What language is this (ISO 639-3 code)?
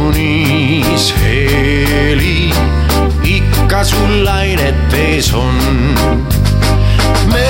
est